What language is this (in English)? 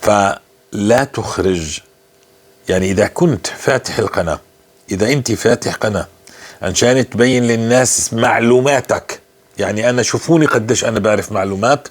North Levantine Arabic